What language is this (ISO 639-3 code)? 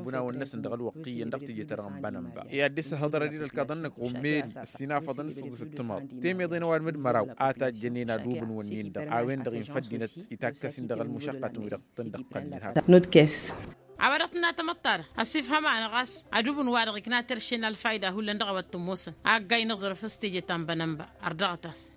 taq